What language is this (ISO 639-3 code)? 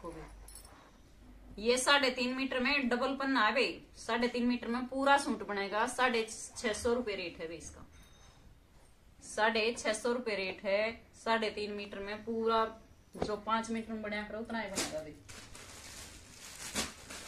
hin